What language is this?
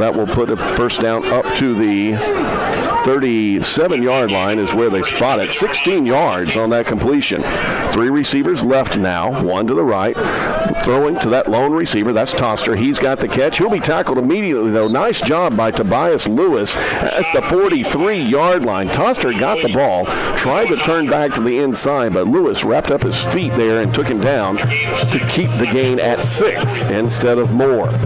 English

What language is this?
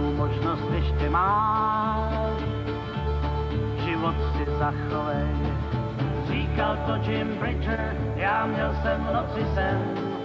Czech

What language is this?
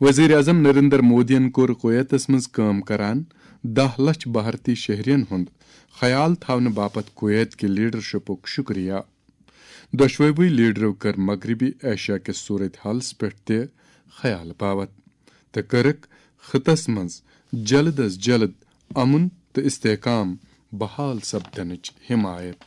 Kashmiri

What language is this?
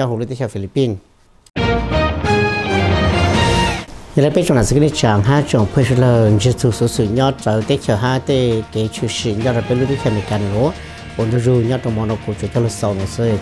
Vietnamese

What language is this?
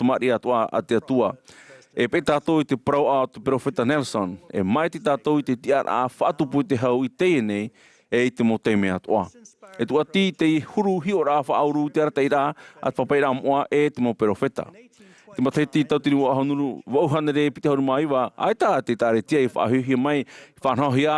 Tahitian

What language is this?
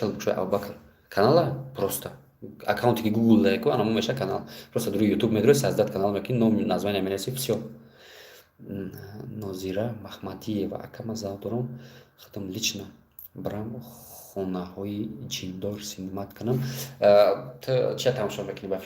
Tajik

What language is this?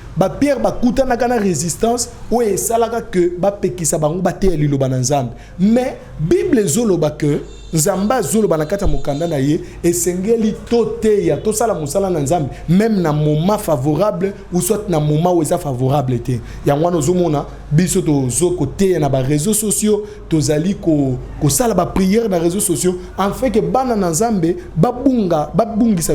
Lingala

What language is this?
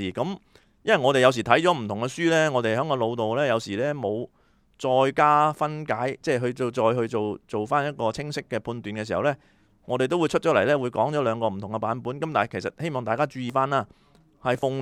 Cantonese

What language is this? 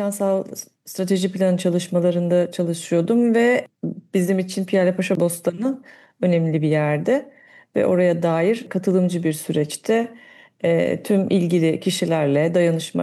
Turkish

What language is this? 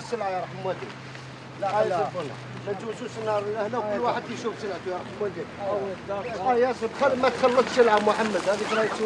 Algerian Arabic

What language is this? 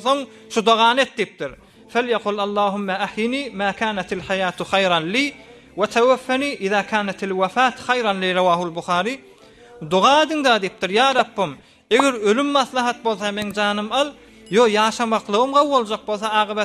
Turkmen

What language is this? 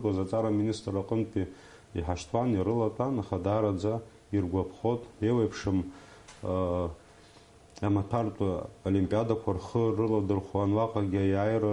Abkhazian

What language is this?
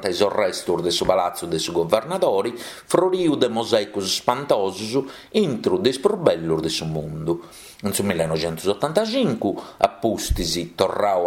Sardinian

